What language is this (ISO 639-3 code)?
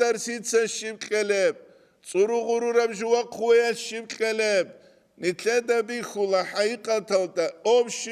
ava